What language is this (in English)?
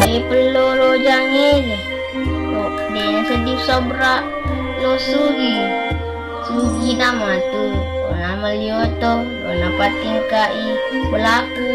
Buginese